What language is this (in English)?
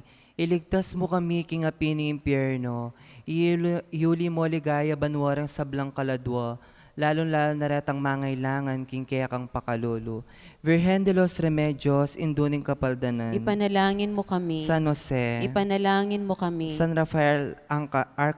Pampanga